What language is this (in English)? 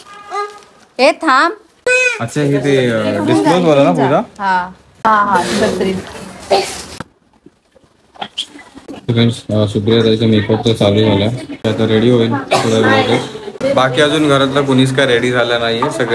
Marathi